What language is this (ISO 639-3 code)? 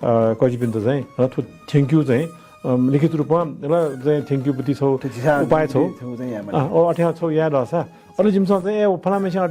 new